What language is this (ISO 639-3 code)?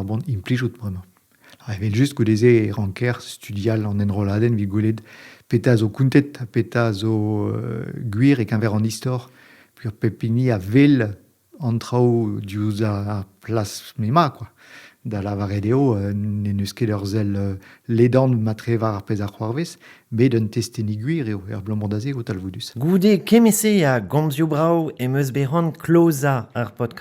bre